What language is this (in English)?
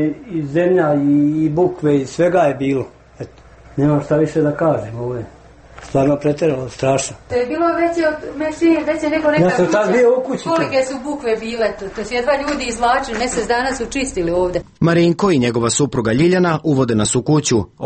Serbian